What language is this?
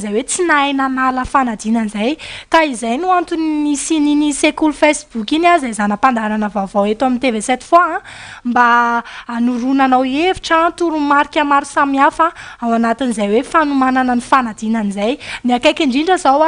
Malagasy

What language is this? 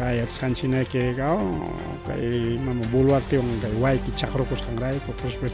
Ayacucho Quechua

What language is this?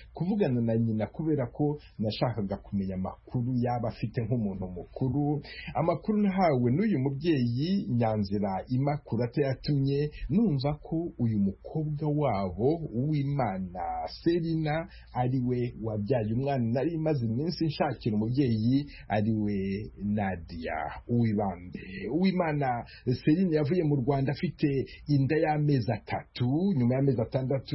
Kinyarwanda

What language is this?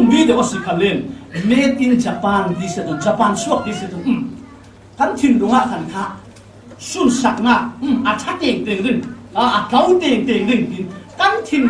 Falam Chin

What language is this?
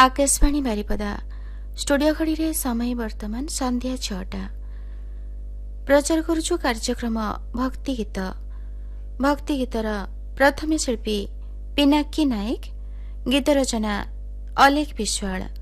Odia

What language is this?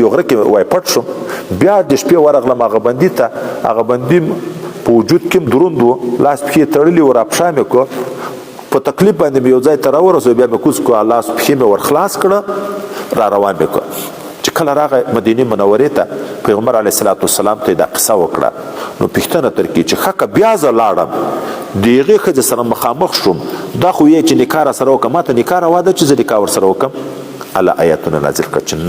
Pashto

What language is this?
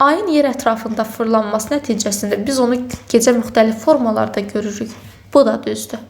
Azerbaijani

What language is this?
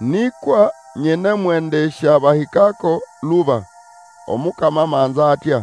Nande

